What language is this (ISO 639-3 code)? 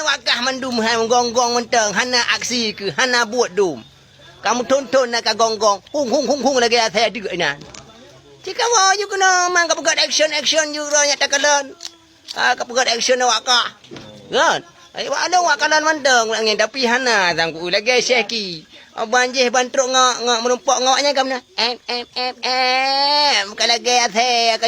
ace